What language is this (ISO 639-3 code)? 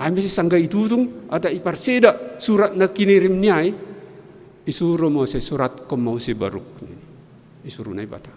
bts